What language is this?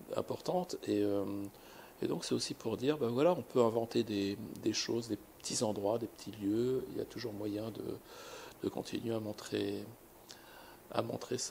French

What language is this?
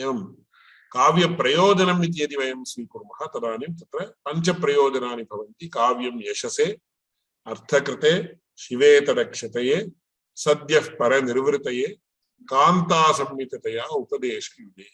Sanskrit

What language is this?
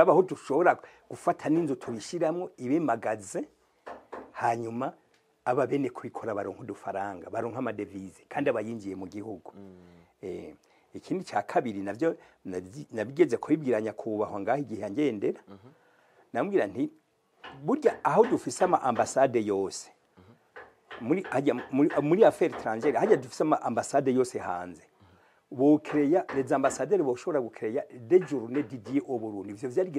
Rundi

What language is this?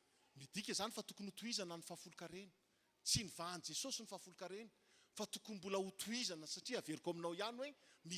Malagasy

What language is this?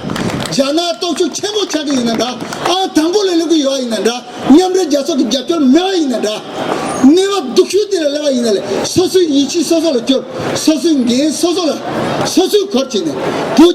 Tibetan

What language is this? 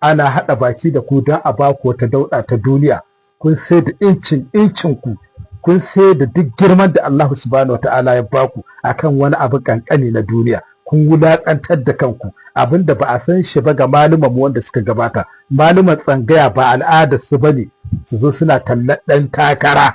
Hausa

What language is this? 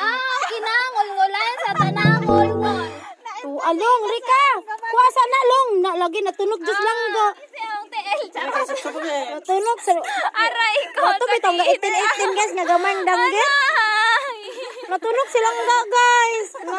Cebuano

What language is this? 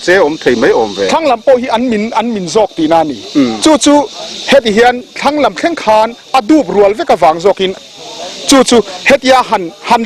Mizo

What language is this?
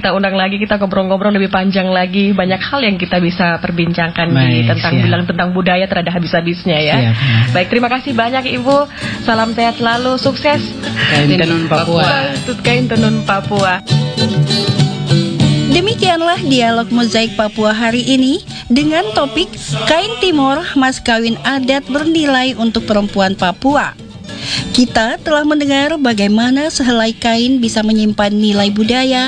Indonesian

